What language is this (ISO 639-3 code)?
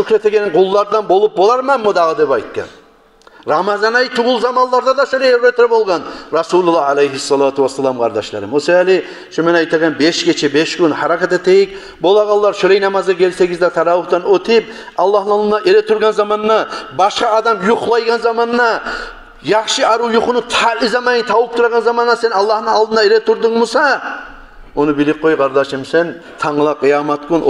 kum